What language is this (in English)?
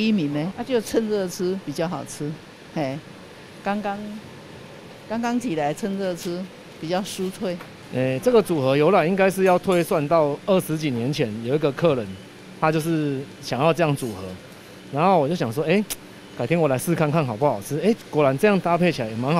Chinese